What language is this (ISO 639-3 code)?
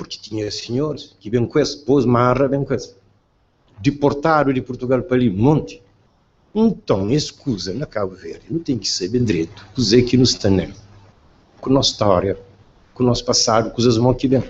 kea